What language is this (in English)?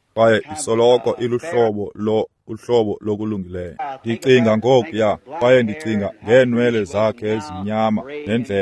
Xhosa